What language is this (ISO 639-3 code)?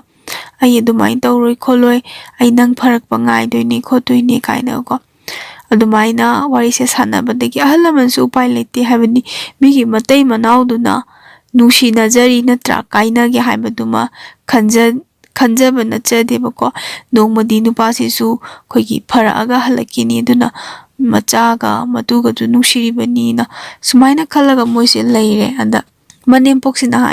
mni